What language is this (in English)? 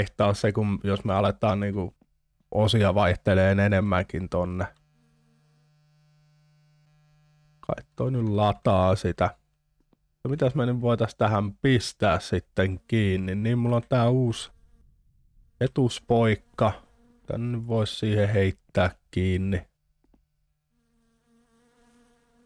Finnish